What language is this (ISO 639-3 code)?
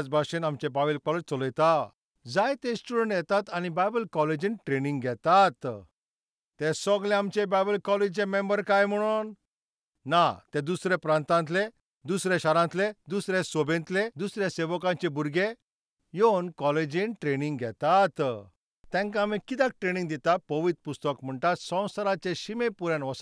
kok